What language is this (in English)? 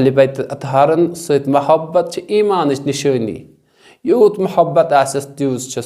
Kashmiri